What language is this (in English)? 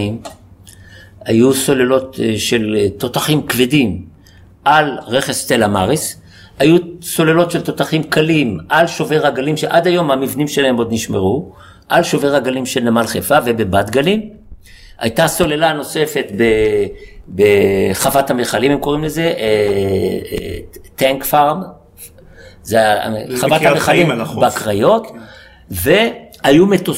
Hebrew